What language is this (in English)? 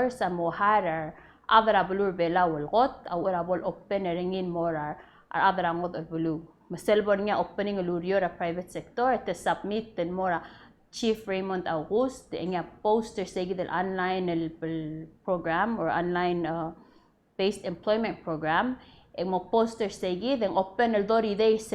Palauan